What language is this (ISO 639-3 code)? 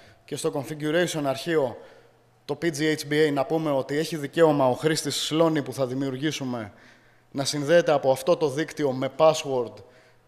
ell